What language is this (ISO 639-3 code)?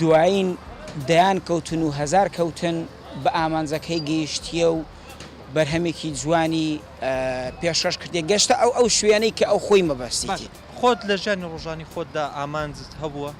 ckb